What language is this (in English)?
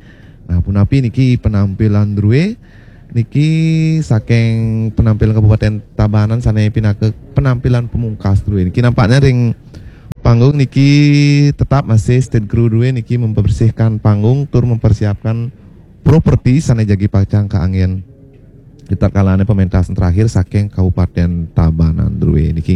Balinese